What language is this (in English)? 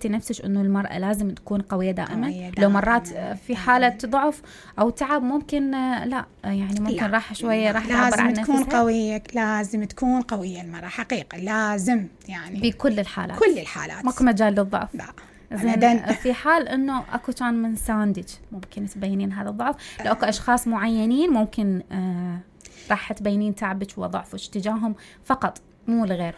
Mesopotamian Arabic